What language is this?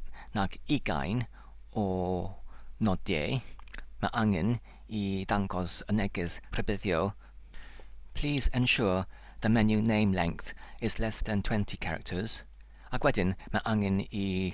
Welsh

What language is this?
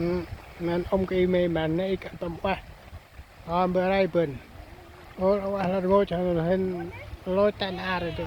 Central Mnong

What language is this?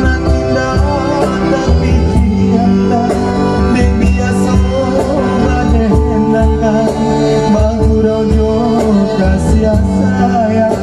Minangkabau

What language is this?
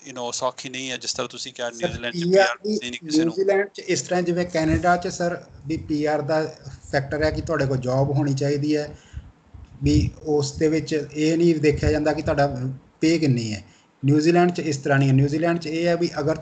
Punjabi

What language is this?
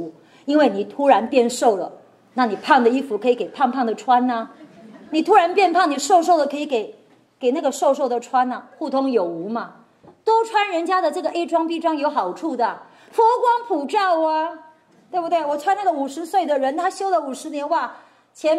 Chinese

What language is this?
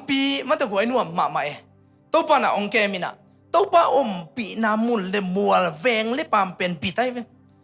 Tedim Chin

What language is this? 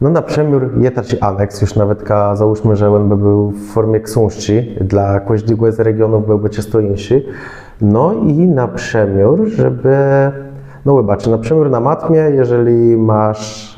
Kashubian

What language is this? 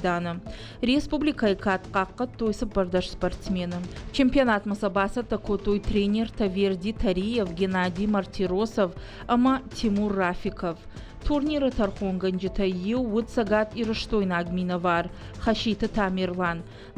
Ossetic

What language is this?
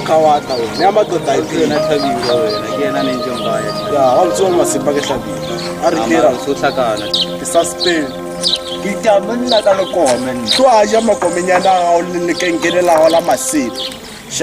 Northern Sotho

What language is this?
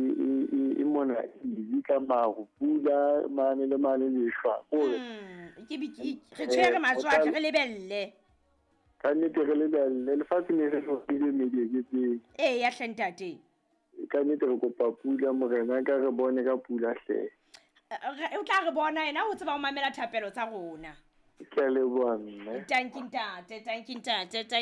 Southern Sotho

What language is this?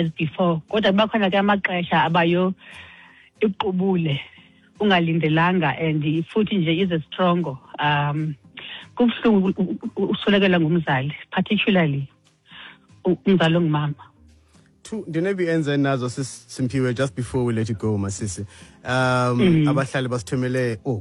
Xhosa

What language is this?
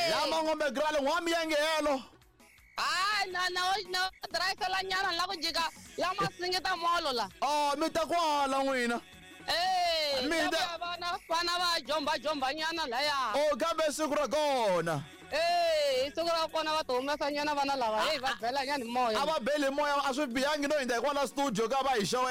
Tsonga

